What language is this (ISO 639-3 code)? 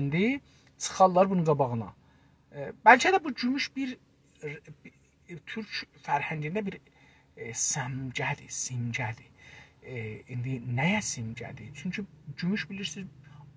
azb